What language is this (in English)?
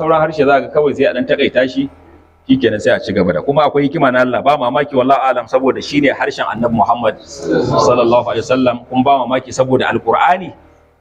Hausa